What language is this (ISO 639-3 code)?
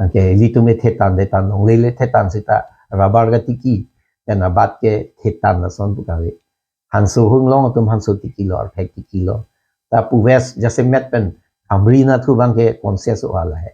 mjw